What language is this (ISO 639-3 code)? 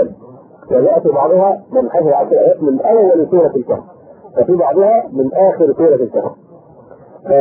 ara